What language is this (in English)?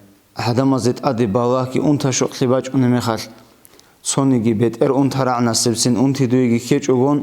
Avaric